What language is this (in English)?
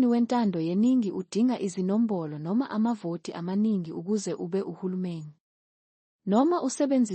Zulu